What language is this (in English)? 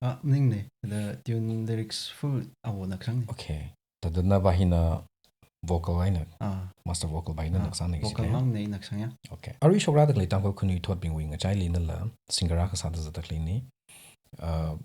Tangkhul Naga (India)